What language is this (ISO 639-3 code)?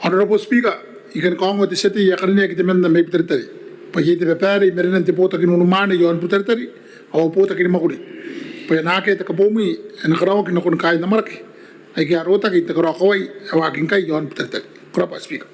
gil